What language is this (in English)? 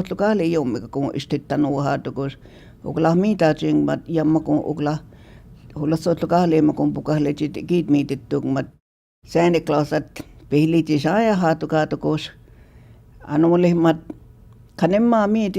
Choctaw